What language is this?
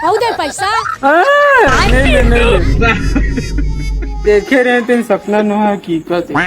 Chhattisgarhi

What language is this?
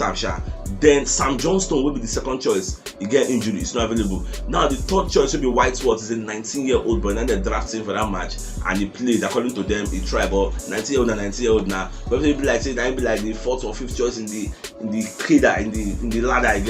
Nigerian Pidgin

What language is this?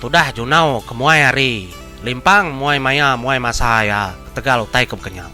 Iban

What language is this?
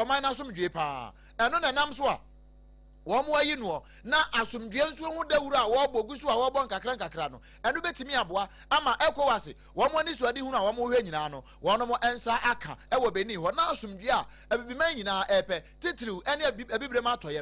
Akan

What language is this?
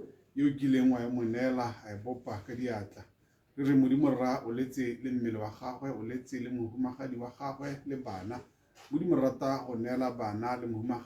Tswana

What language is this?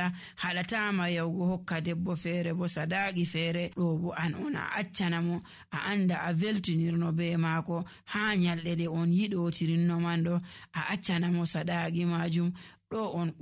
Nigerian Fulfulde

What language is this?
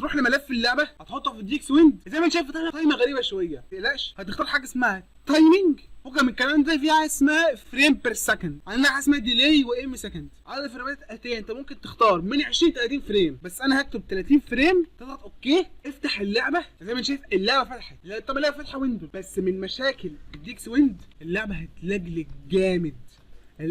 Egyptian Arabic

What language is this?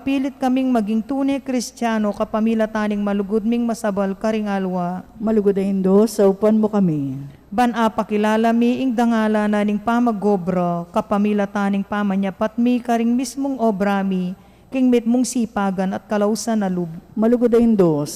Pampanga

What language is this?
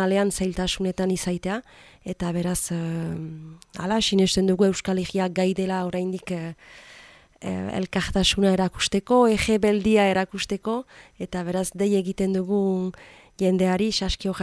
Basque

